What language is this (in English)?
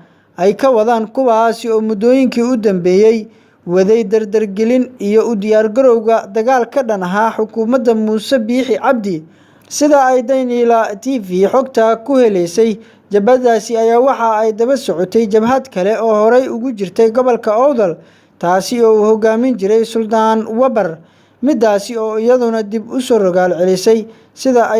Somali